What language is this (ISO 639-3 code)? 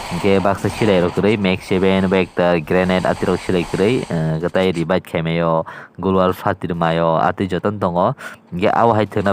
trp